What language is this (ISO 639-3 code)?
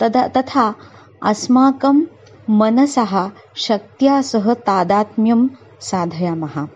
san